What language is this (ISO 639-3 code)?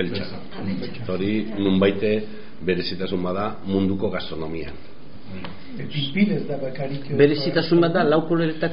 eus